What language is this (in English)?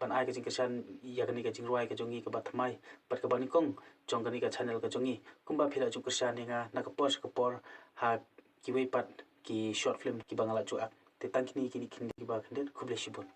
Khasi